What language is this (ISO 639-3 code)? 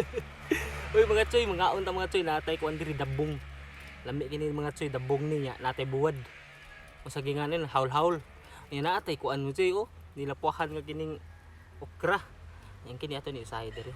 ceb